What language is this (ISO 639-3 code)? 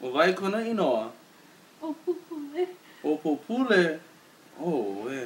haw